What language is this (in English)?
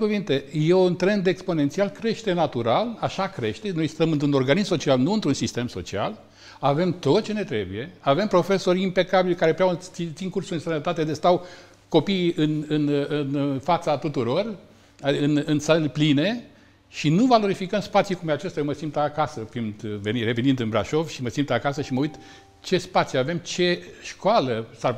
Romanian